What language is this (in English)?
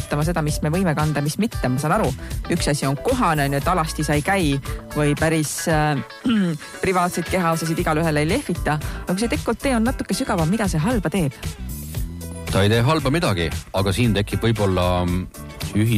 Estonian